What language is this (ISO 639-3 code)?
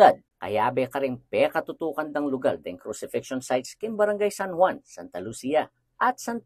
pam